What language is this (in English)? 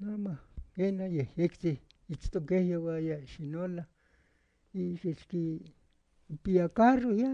Eastern Huasteca Nahuatl